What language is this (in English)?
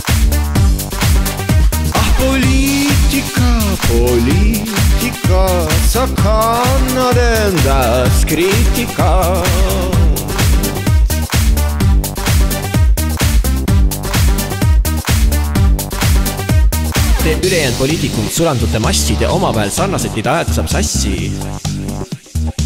Estonian